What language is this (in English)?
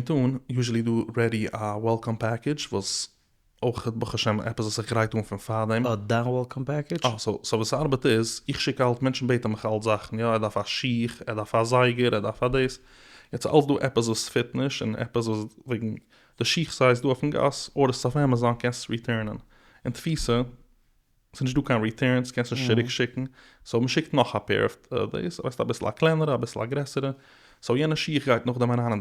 Yiddish